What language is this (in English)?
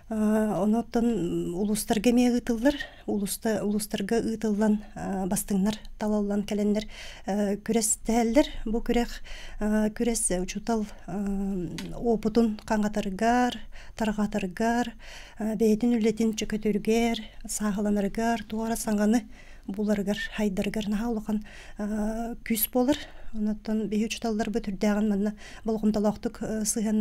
Yakut